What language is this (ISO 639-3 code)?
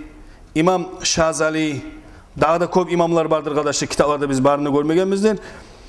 kum